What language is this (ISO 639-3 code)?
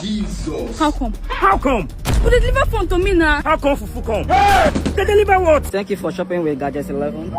pcm